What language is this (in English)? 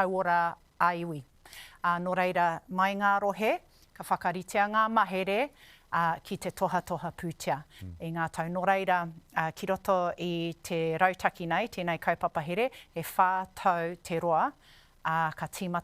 Māori